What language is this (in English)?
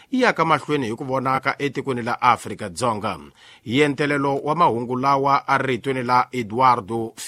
Tsonga